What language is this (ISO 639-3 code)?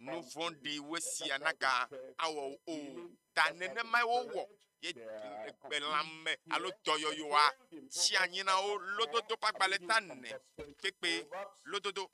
ewe